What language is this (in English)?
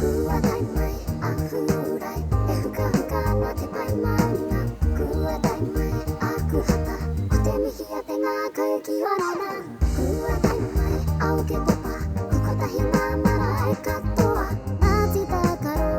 Māori